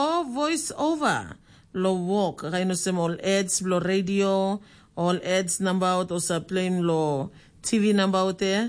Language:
Tok Pisin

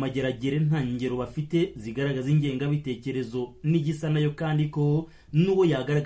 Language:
Kinyarwanda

